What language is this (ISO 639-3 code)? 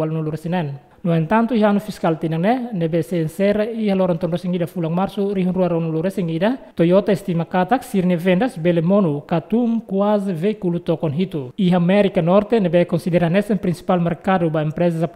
tet